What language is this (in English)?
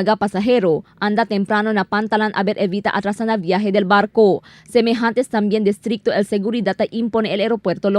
Chavacano